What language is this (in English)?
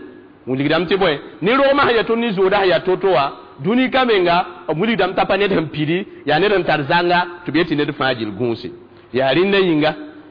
Mossi